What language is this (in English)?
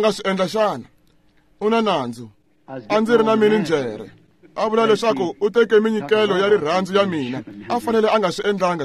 Tsonga